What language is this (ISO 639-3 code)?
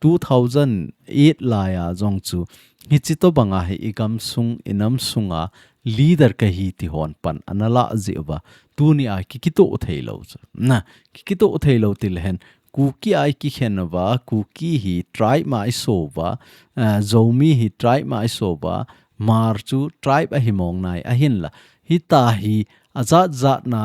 tcz